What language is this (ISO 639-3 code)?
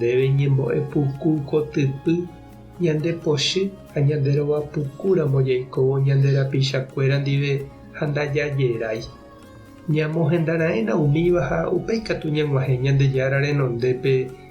grn